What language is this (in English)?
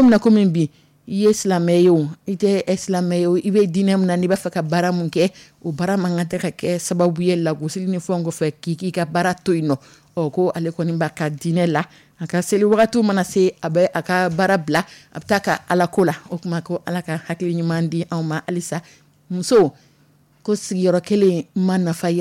Dyula